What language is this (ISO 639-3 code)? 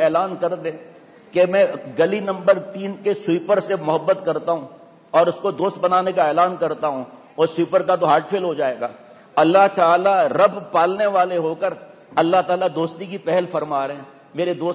urd